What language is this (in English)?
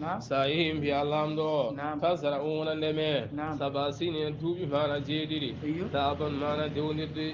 Fula